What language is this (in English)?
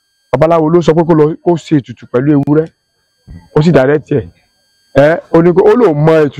Yoruba